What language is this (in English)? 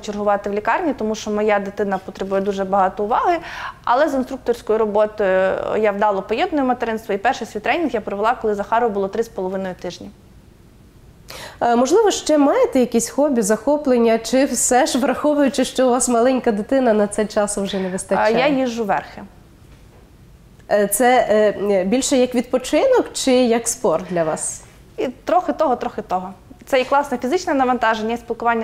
Ukrainian